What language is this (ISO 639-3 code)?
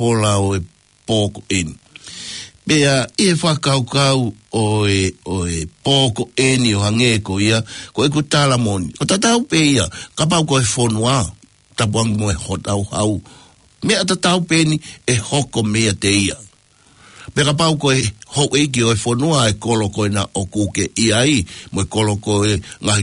ton